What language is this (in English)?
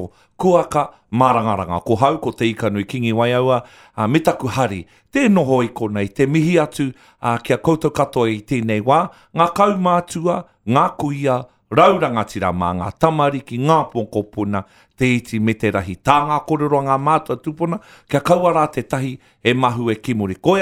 Māori